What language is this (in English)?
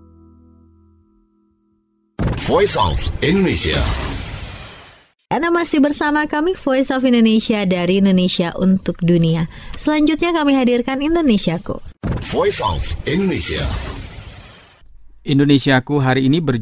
Indonesian